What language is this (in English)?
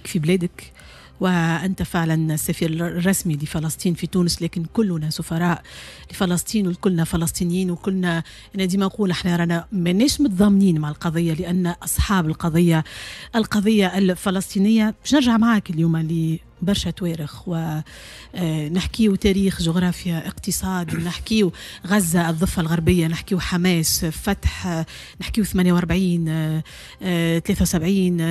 Tunisian Arabic